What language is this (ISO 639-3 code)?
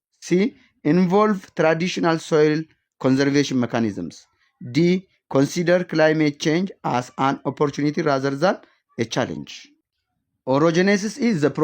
eng